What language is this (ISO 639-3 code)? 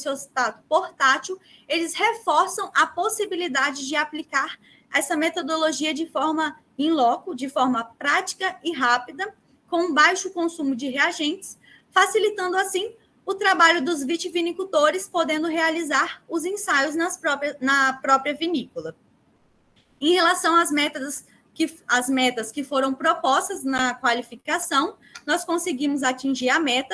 por